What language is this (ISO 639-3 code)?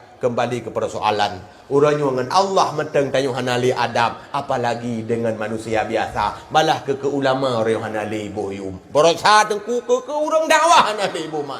ace